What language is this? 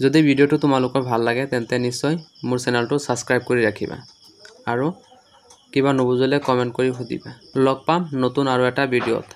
Assamese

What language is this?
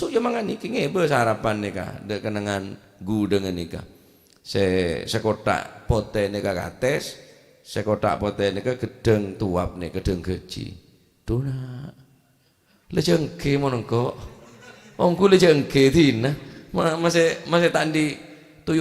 Madurese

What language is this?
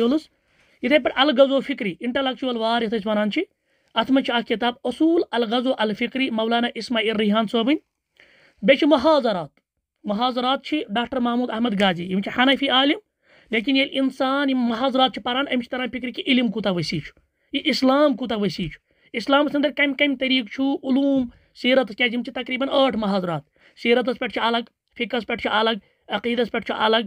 Kashmiri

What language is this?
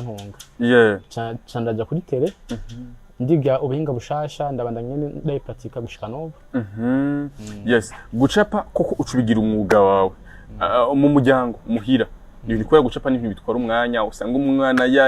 Rundi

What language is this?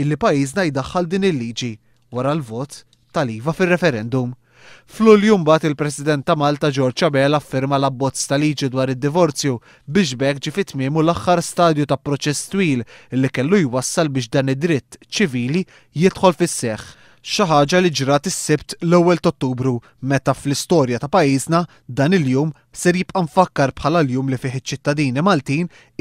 Maltese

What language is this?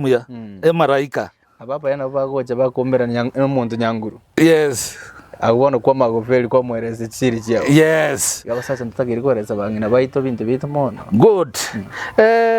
Gusii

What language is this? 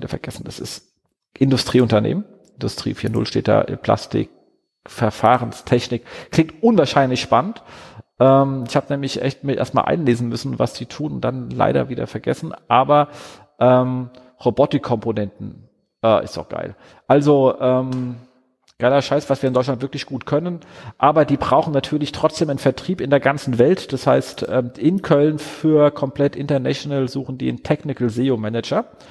German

